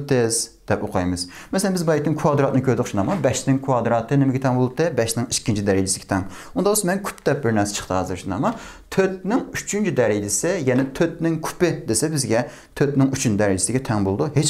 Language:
Uyghur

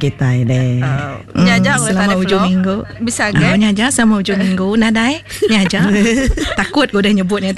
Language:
Iban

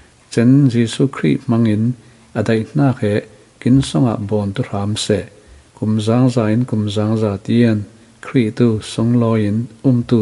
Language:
Falam Chin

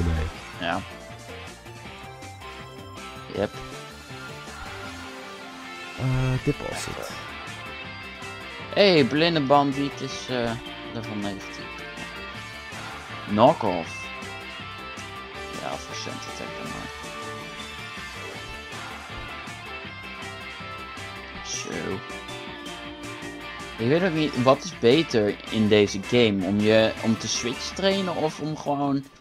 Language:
Dutch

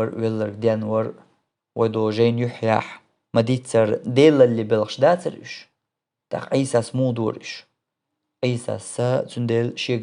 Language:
Chechen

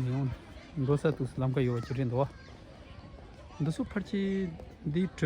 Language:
Tibetan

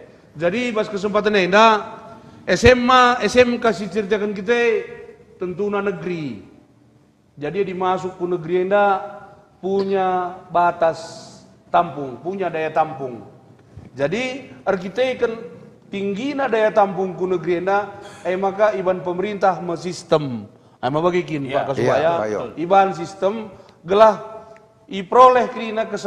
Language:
Batak Karo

